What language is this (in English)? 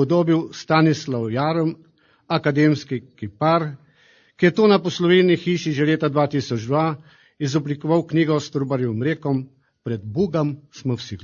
Slovenian